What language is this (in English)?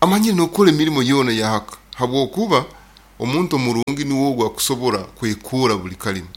Nyoro